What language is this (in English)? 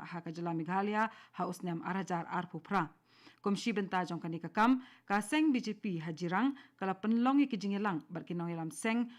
Khasi